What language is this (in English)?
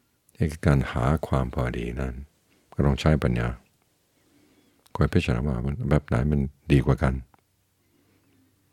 Thai